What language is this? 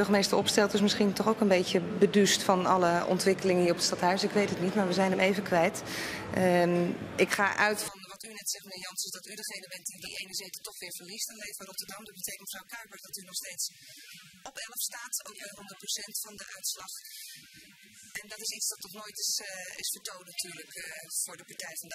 Dutch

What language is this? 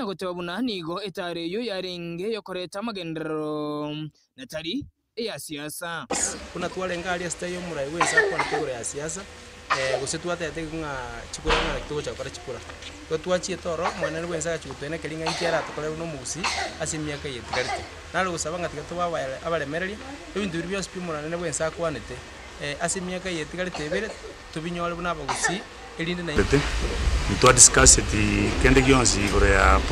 Gusii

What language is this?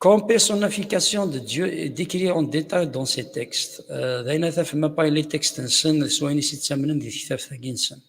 Kabyle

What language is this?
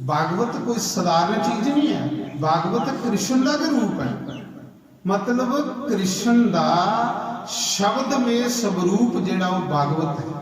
Dogri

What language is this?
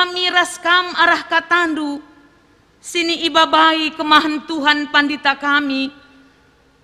Batak Karo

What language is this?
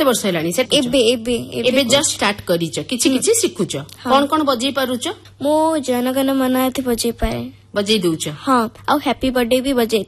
Odia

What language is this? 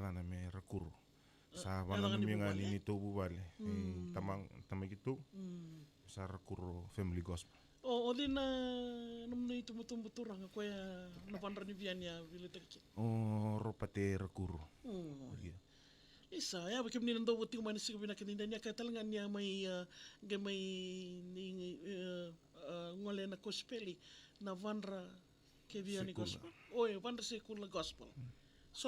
Fijian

